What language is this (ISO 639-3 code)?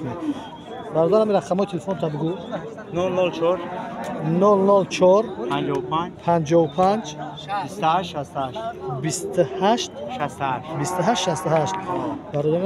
tgk